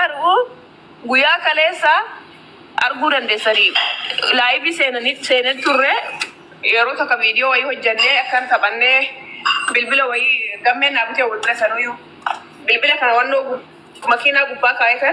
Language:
Oromo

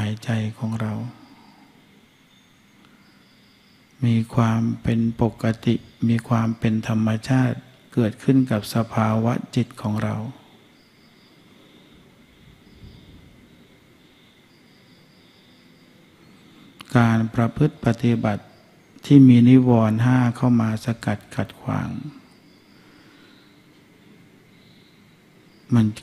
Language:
Thai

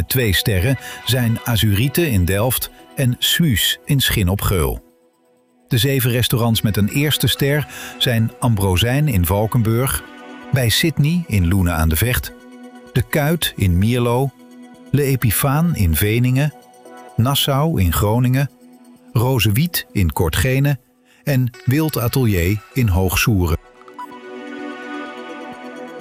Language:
Dutch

